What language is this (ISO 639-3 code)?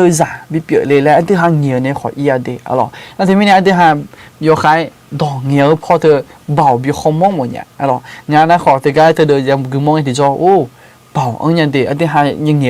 ahk